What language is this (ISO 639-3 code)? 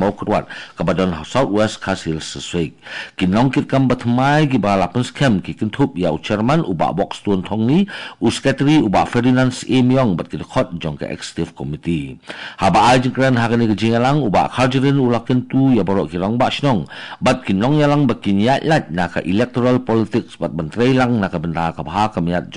kha